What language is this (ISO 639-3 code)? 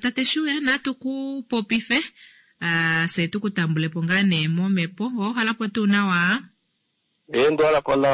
kua